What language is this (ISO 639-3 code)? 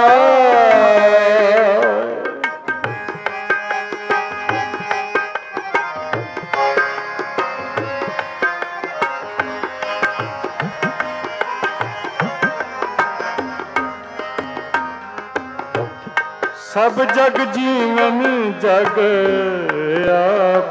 pan